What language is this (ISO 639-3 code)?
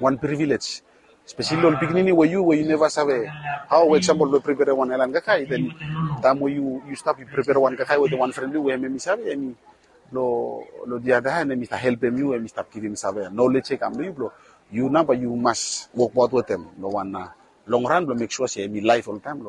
bis